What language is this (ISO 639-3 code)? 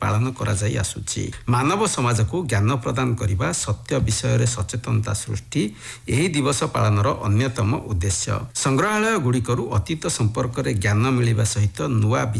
ori